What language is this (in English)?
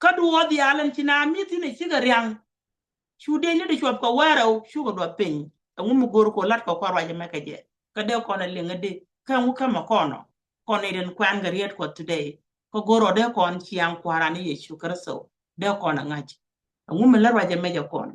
Nuer